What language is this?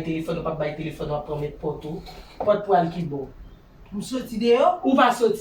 Haitian Creole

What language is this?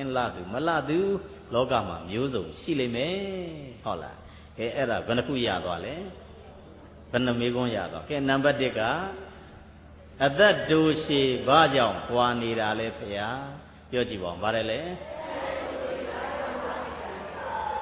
Burmese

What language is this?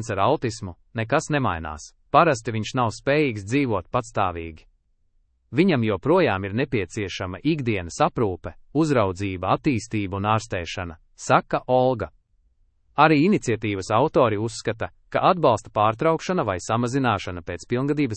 Latvian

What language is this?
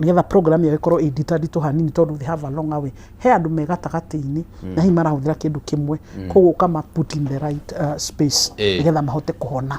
Kikuyu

